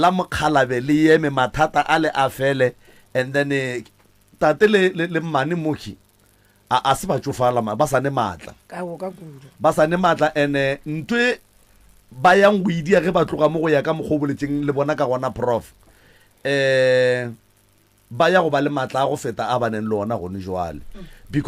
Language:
Northern Sotho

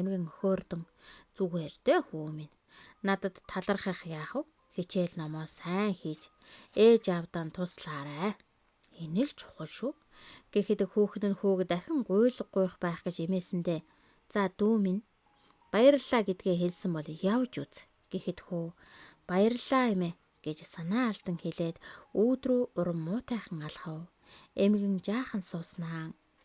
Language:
Mongolian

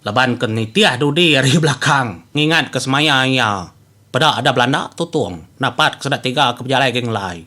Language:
Iban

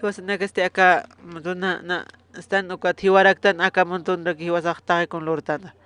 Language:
Aymara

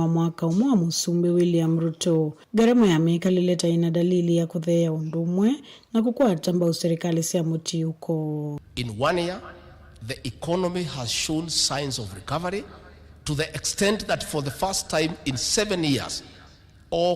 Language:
Kamba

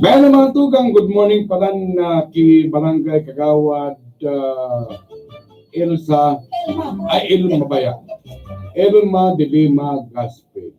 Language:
Bikol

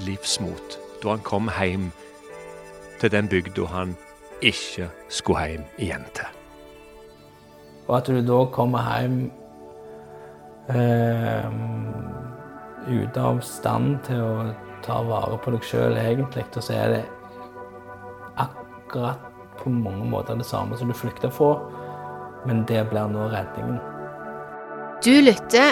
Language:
Norwegian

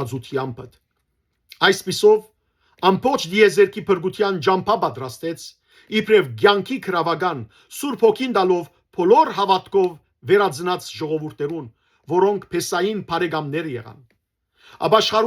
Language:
Western Armenian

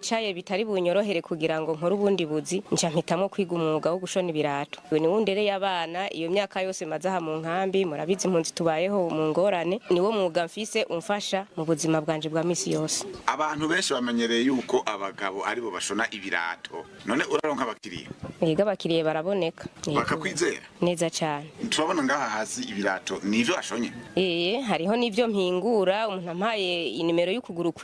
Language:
Rundi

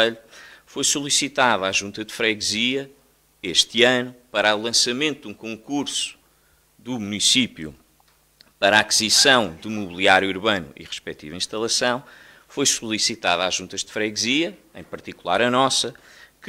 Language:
Portuguese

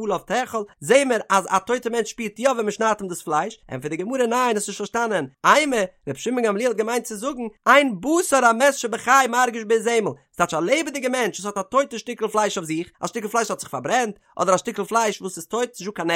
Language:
Yiddish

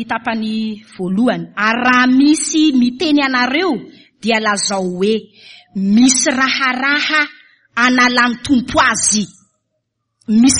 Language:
Malagasy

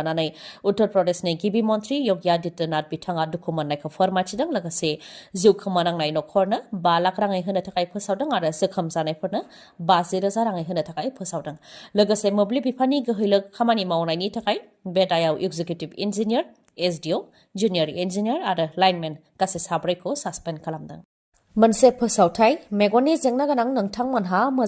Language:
Bodo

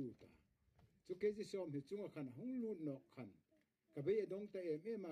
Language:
Hmar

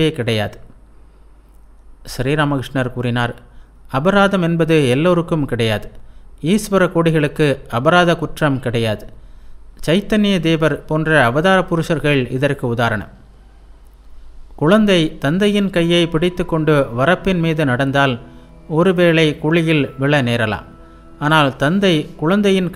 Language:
Tamil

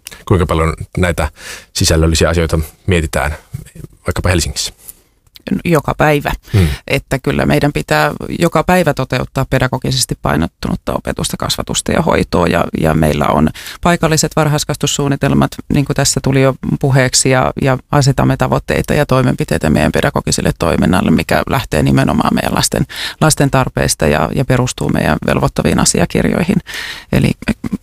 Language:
Finnish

